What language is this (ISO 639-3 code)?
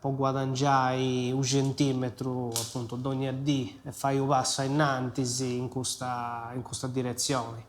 srd